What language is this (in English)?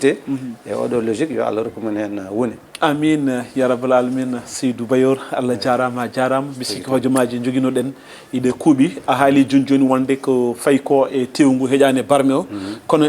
Fula